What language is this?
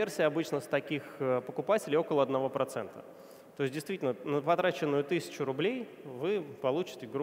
Russian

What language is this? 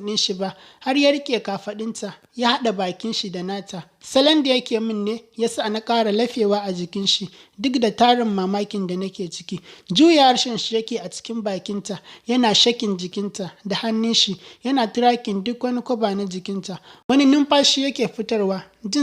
Hausa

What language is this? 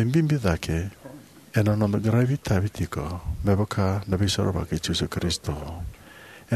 Fijian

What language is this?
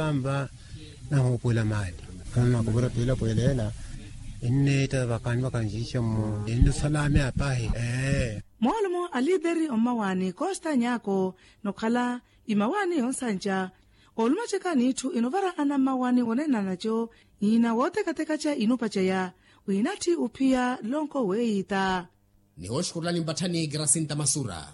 Makhuwa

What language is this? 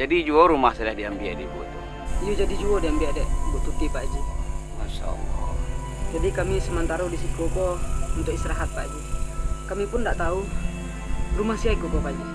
Minangkabau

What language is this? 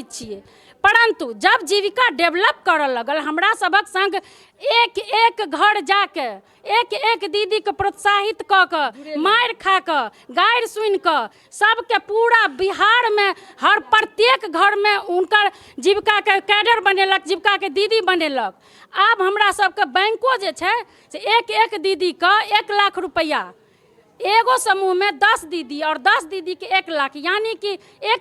Maithili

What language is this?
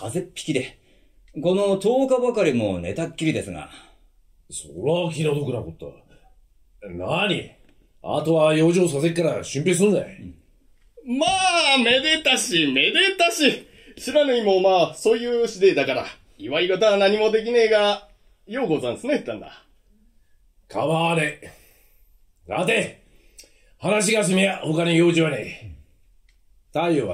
Japanese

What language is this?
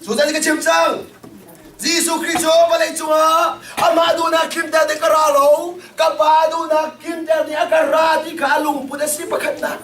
Hakha Chin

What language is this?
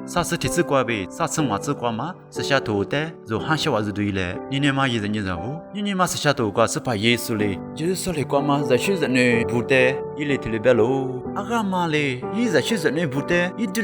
Lisu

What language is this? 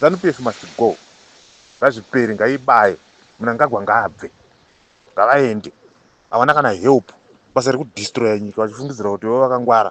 Shona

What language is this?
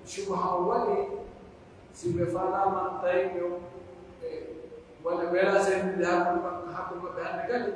Pular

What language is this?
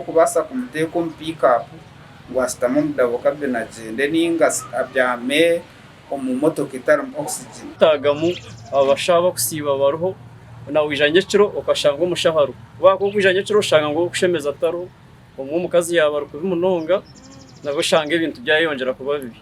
Nyankole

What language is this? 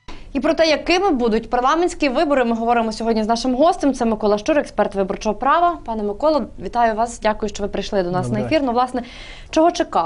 Ukrainian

